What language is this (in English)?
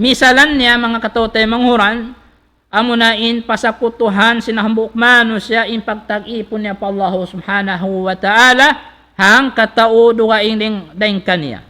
Tausug